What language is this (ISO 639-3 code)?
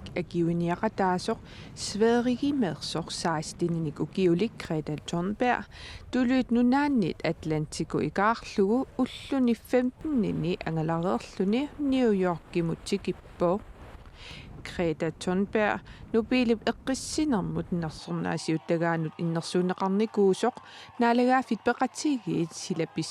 kal